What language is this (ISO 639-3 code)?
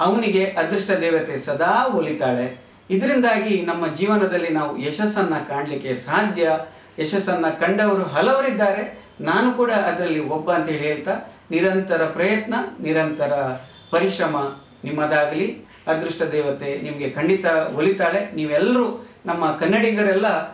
kan